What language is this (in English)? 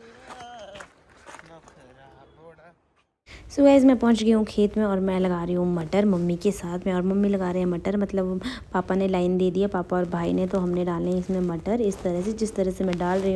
Hindi